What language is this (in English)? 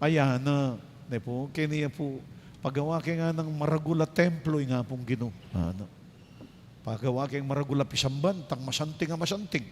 Pampanga